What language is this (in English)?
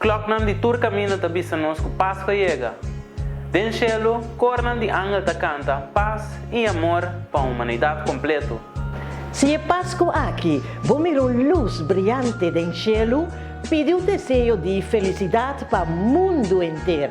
Papiamento